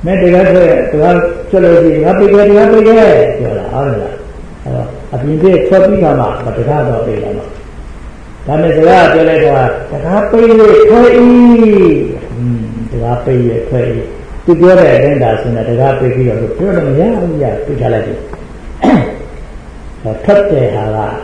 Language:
Burmese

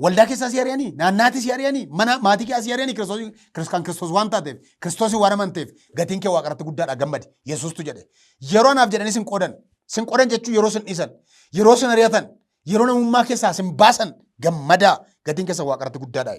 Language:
Oromo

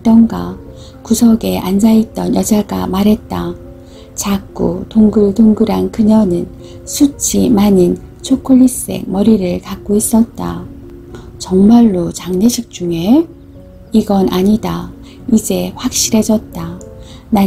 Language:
Korean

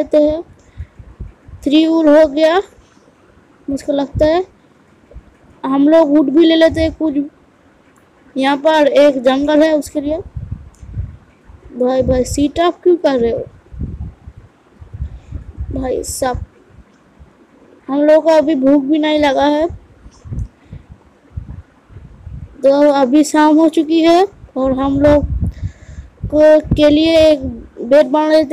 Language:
Hindi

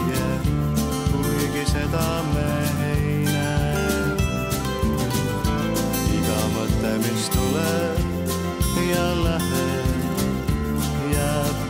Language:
Estonian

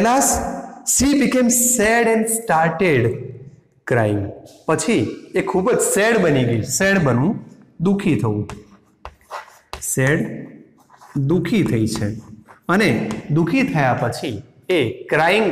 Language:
Gujarati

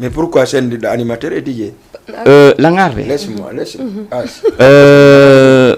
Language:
Fula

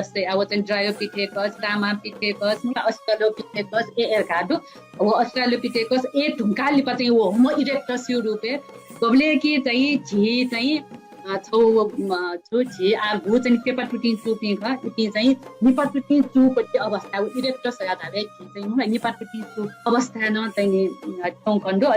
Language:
Newari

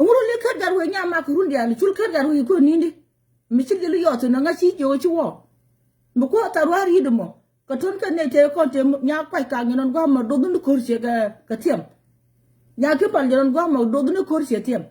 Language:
Nuer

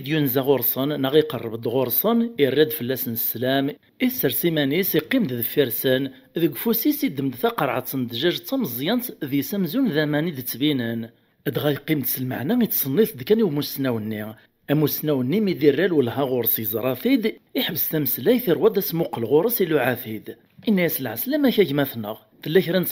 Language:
Kabyle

